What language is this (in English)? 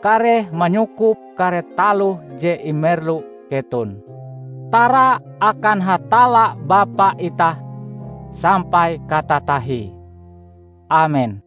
Ngaju